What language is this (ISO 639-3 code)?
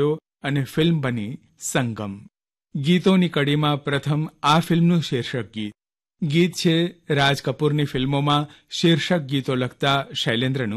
guj